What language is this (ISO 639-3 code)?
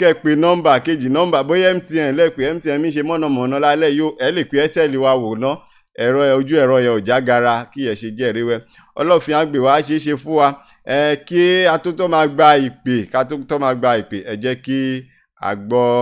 yor